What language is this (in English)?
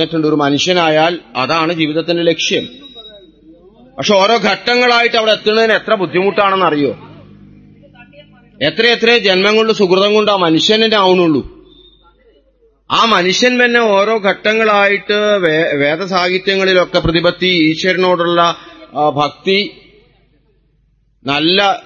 Malayalam